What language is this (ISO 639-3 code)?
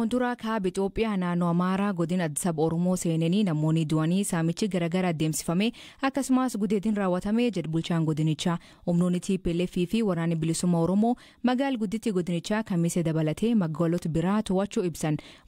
orm